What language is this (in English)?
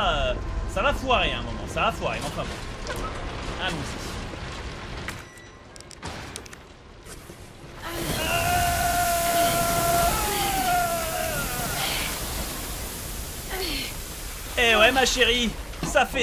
French